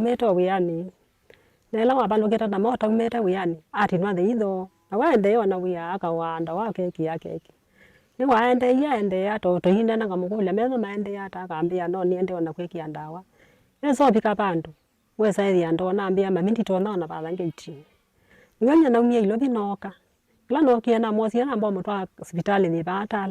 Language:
Kamba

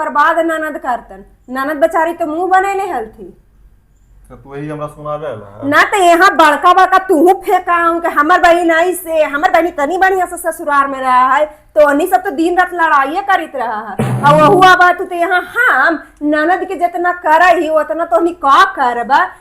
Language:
Magahi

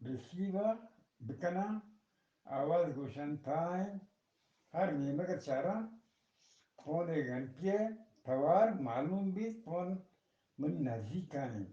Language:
Eastern Balochi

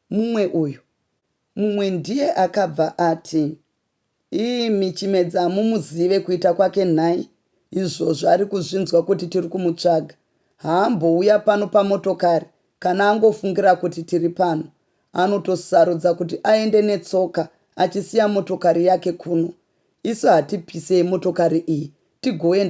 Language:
Shona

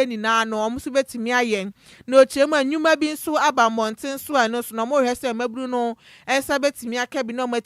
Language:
Akan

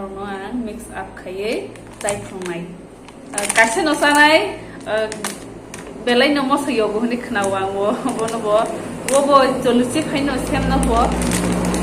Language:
Kok Borok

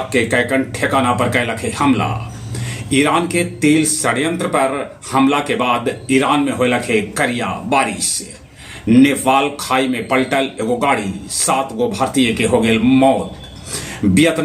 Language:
Magahi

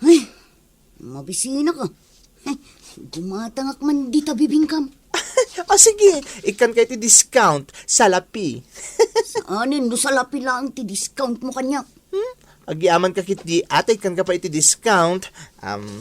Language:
Iloko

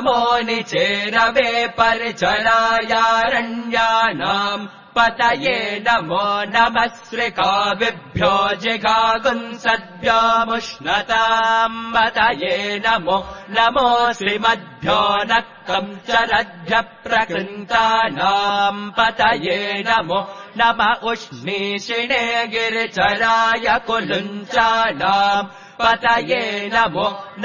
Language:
Sanskrit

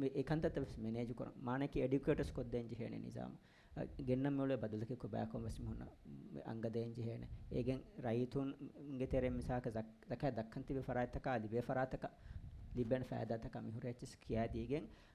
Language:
Divehi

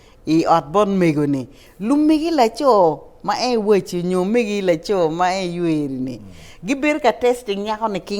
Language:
Acoli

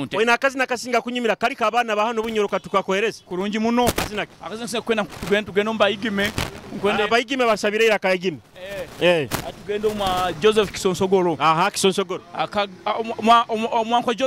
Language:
Nyoro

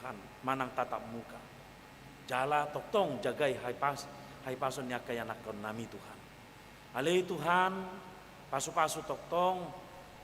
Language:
Batak Toba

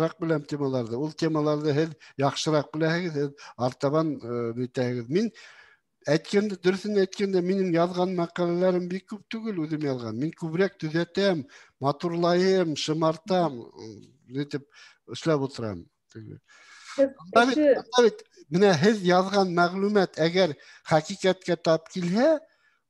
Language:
Bashkir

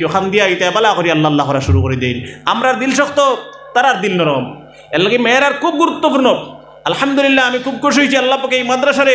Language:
Sylheti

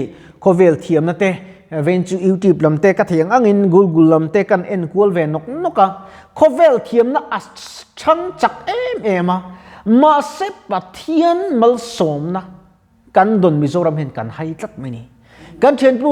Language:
Mizo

